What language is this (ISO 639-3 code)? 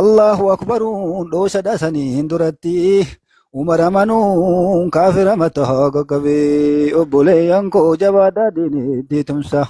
orm